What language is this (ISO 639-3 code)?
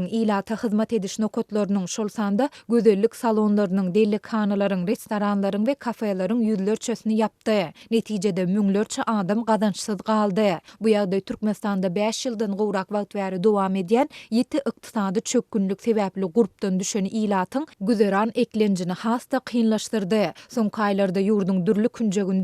tuk